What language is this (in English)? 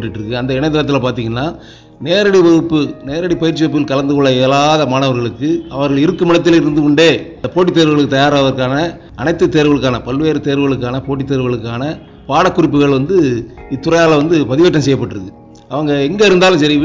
Tamil